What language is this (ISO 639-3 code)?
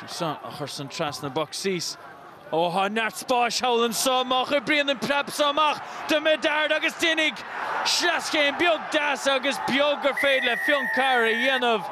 gle